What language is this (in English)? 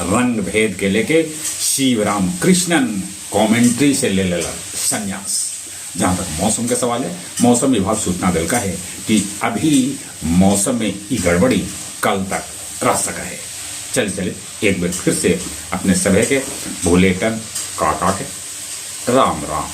Magahi